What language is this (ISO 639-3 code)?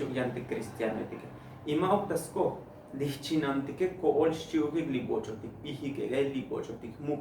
tzo